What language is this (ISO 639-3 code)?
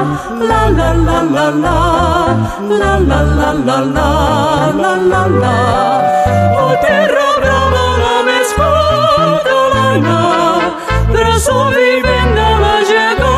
cat